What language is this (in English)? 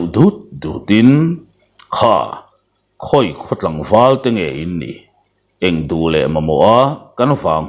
Mizo